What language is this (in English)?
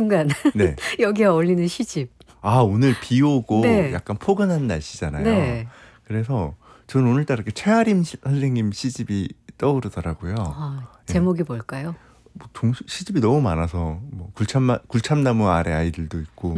Korean